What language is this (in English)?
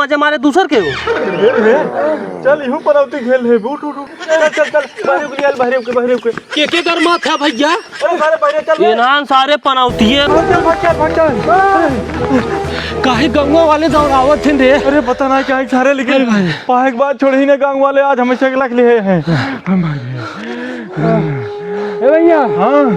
Awadhi